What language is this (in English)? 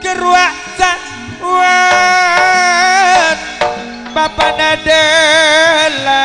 Madurese